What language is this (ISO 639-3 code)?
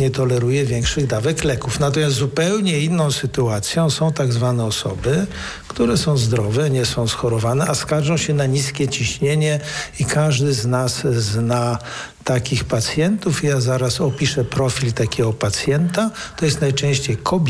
pol